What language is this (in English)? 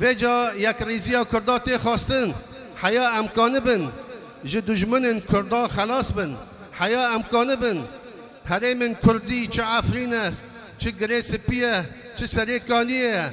Kurdish